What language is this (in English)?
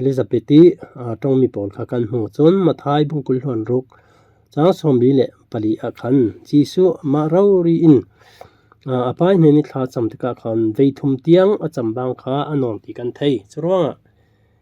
Falam Chin